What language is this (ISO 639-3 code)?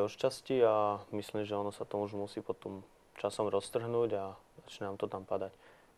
slk